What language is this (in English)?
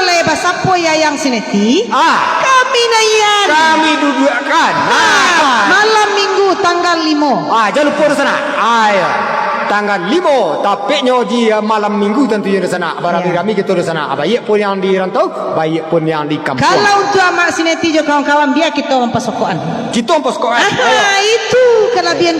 Minangkabau